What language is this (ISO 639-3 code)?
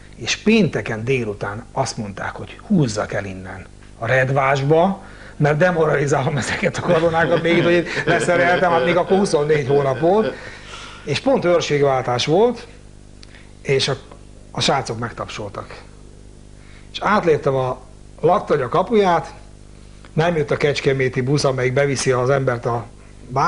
hun